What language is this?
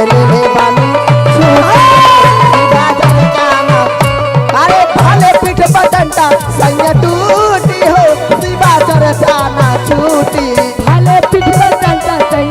Magahi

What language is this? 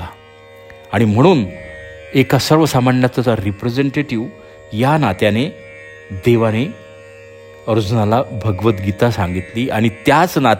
Marathi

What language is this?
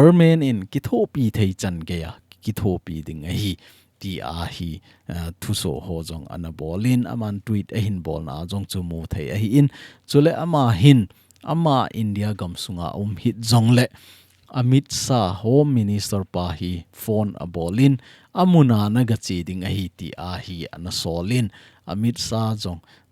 Thado Chin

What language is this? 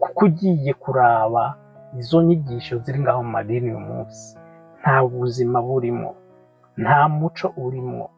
Rundi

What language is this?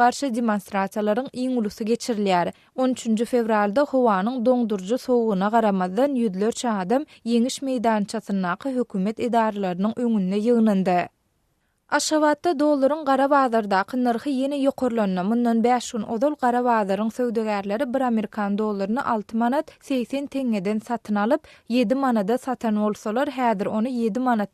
Turkmen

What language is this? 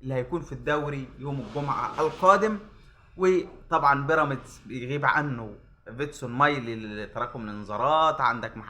Egyptian Arabic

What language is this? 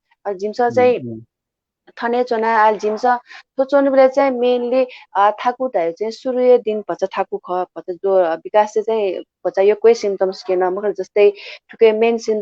Newari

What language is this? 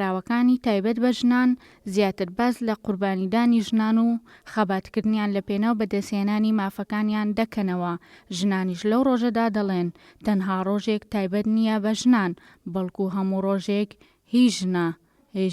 Central Kurdish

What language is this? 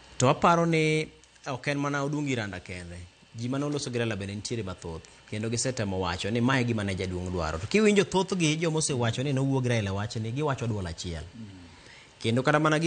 Luo (Kenya and Tanzania)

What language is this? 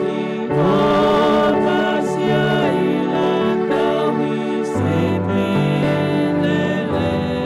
Tongan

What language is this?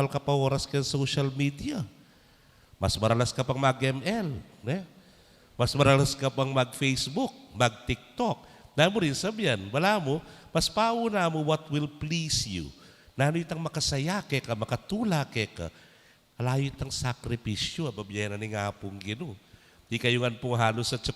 Pampanga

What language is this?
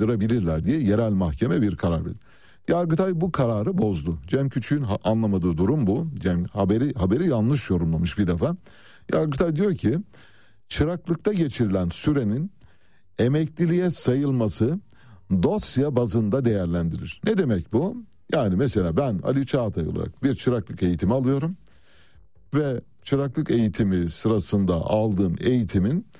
Turkish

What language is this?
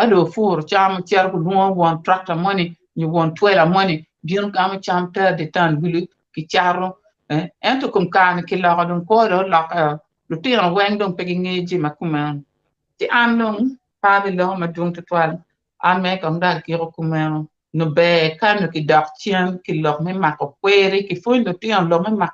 Acoli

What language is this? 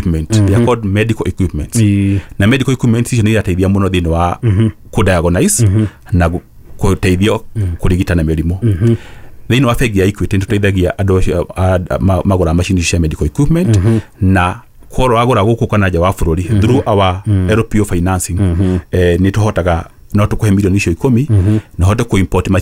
Kikuyu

